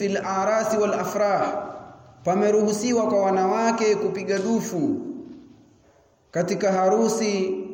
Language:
Swahili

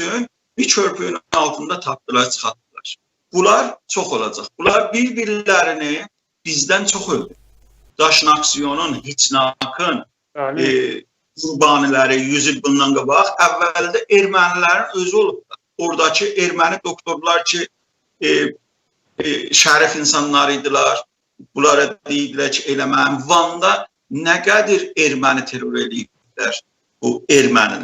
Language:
South Azerbaijani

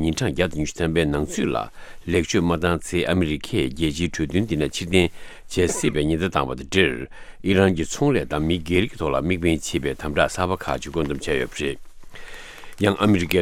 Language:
Tibetan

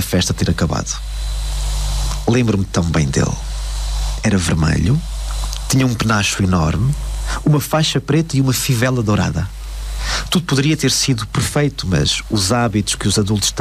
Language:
Portuguese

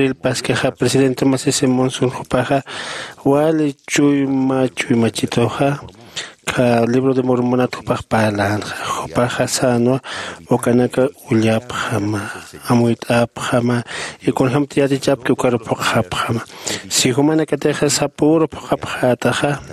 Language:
Aymara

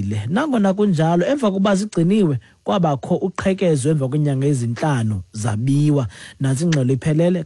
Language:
Xhosa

